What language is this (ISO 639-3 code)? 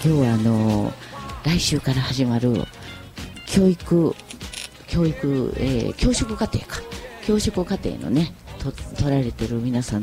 jpn